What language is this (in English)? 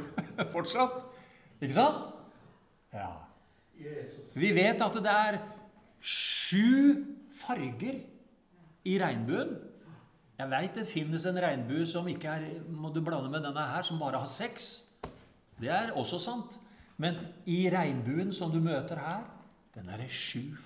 Norwegian